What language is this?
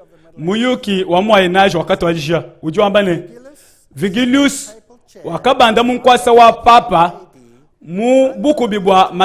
Luba-Lulua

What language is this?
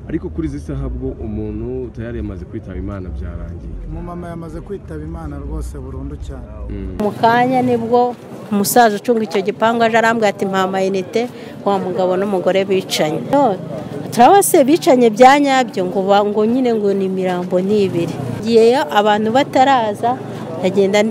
Kinyarwanda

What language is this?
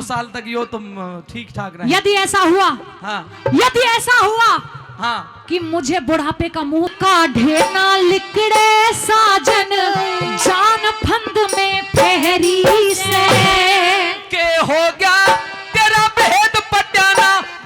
Haryanvi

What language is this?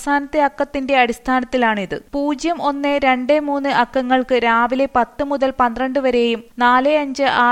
Malayalam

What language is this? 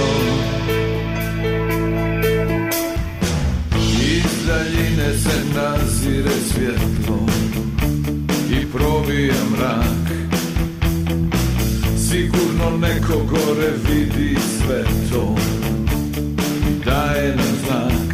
Bosnian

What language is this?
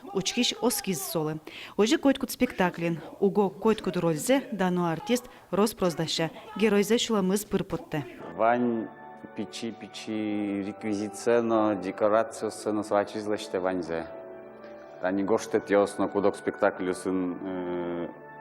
Udmurt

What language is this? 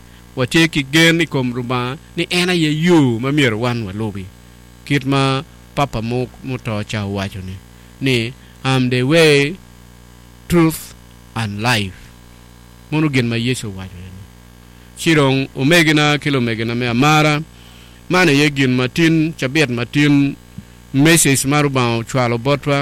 Acoli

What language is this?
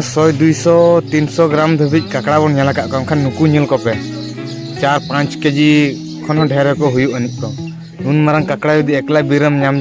Santali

